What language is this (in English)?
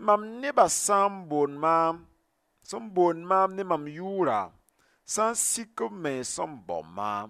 Mossi